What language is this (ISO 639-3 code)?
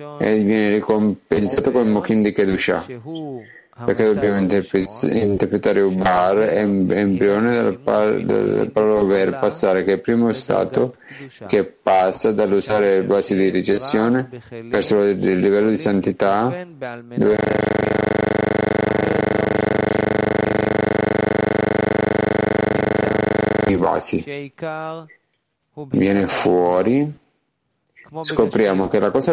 ita